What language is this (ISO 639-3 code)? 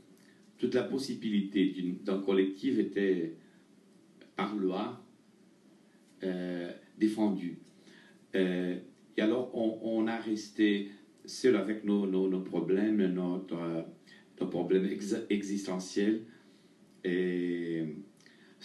fra